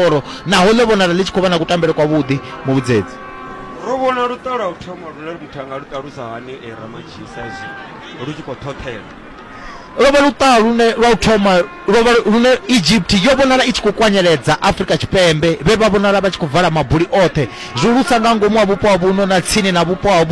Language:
Venda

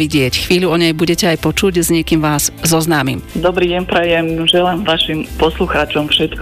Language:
Slovak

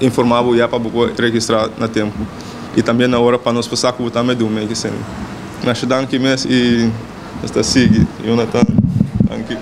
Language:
Papiamento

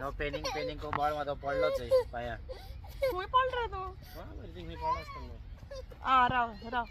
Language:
Konkani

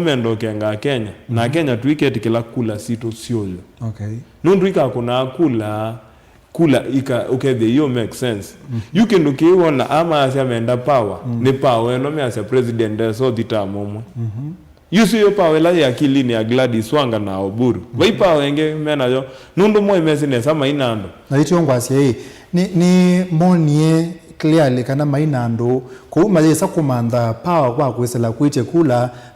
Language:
Kamba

